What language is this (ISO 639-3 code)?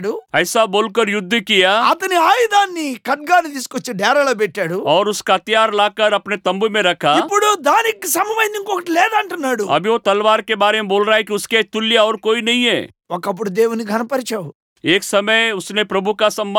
tel